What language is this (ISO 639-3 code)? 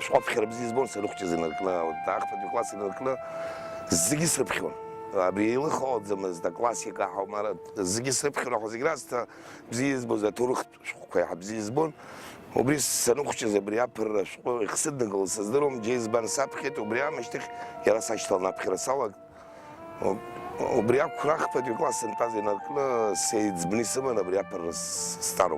abk